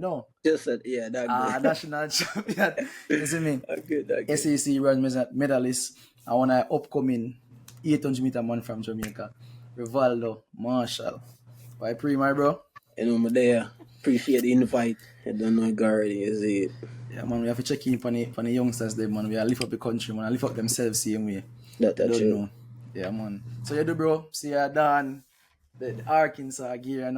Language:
Jamaican Creole English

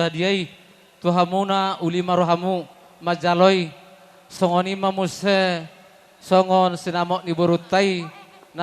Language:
Batak Toba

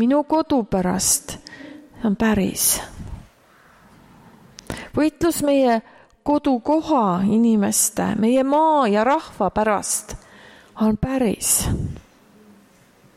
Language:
Estonian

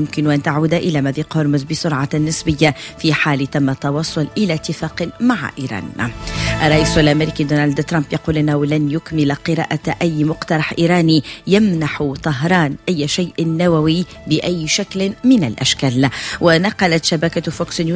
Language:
Arabic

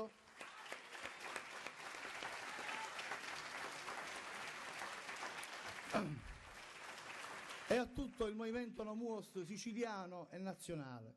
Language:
Italian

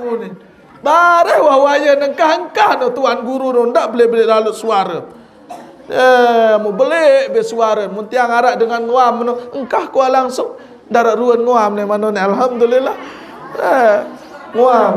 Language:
Sasak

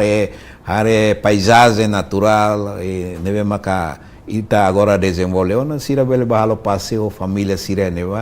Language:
Tetum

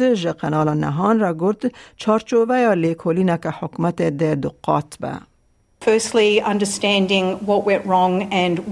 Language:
Kurdish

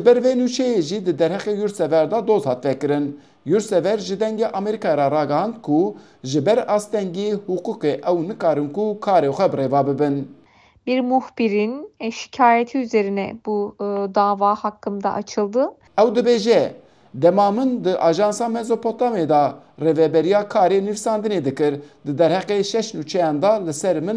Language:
Kurdish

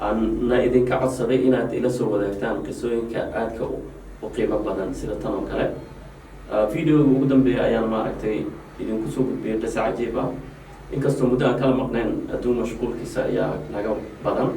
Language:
Somali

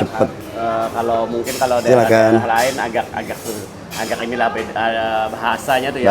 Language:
Banjar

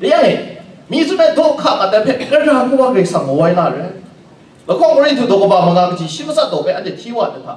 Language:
Kachin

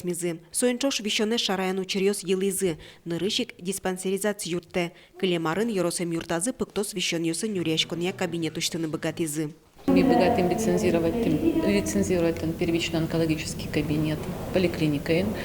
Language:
Udmurt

